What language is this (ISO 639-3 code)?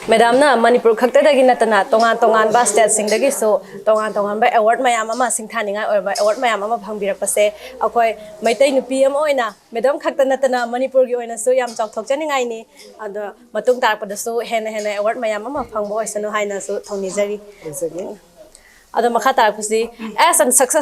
mni